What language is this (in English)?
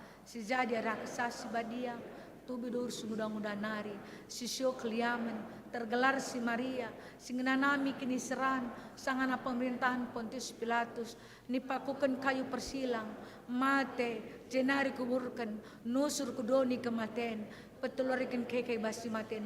Batak Karo